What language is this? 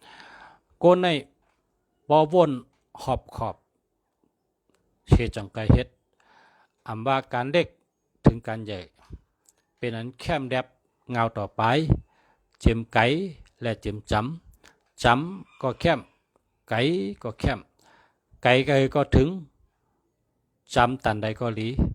Shan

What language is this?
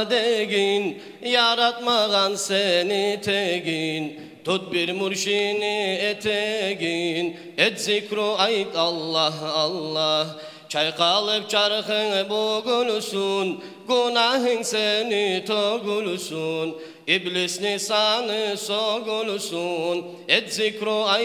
Kumyk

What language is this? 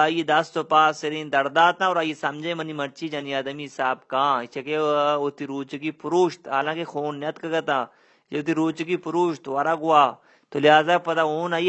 Baluchi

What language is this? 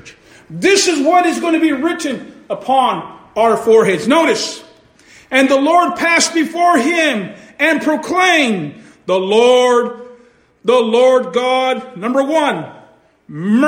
English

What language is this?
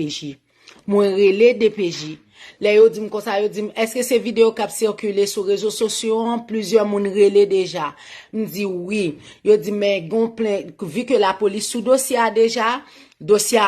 Haitian Creole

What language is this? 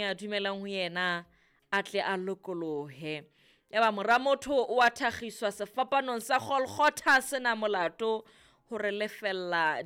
Southern Sotho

